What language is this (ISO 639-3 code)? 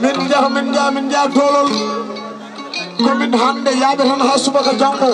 ful